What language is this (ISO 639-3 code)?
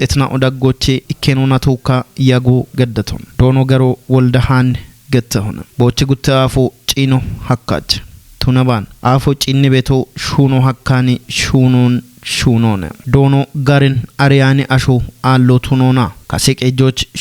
kbr